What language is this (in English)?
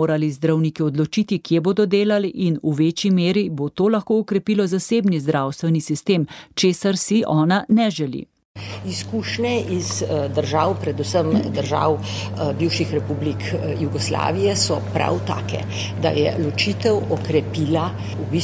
Slovenian